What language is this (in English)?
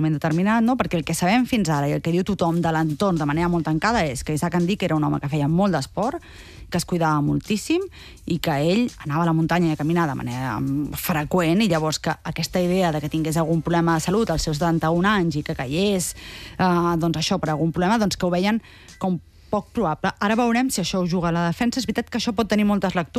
Catalan